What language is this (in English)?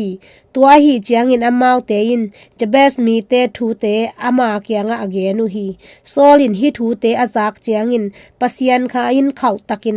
Tedim Chin